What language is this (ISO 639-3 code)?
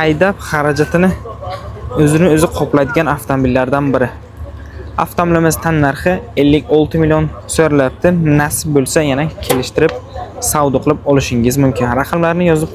uzb